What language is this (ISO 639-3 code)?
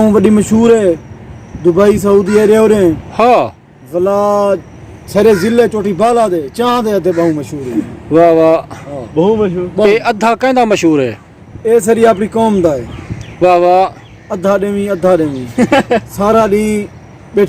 skr